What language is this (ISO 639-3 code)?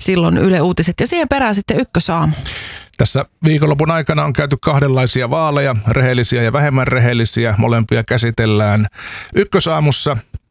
fin